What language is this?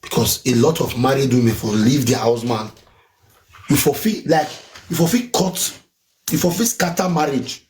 Nigerian Pidgin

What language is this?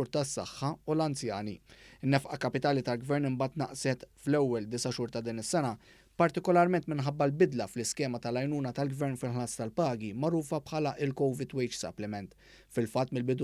Maltese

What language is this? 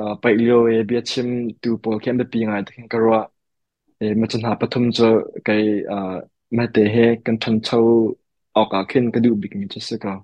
Hakha Chin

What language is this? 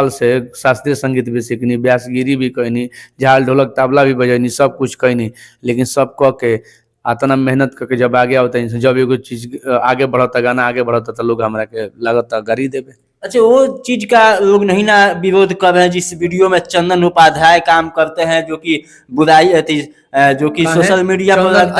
Bhojpuri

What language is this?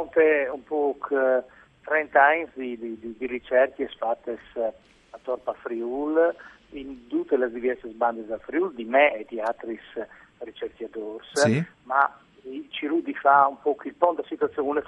Friulian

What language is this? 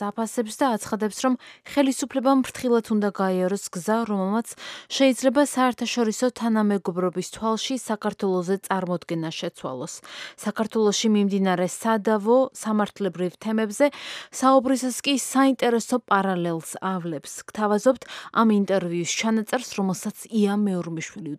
Georgian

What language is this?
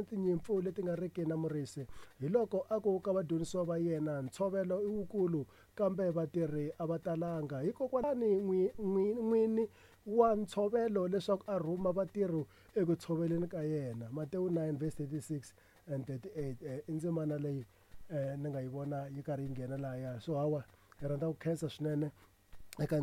Tsonga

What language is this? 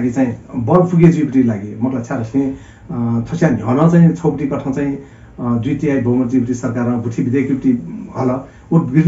Newari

